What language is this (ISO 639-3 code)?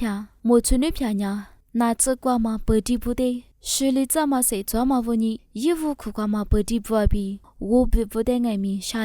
lis